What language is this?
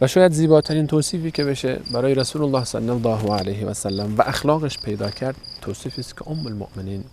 Persian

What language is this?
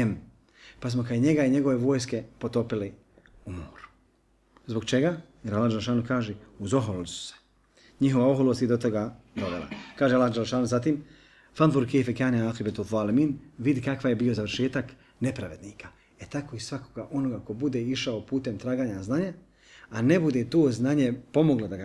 Bosnian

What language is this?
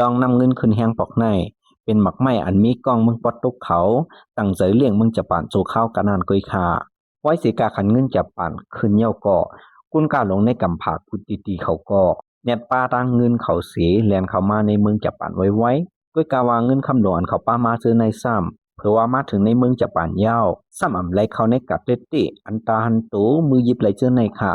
Lao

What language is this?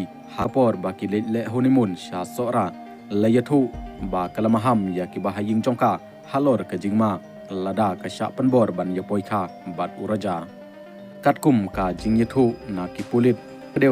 Khasi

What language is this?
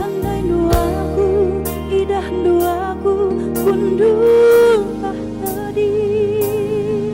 Batak Karo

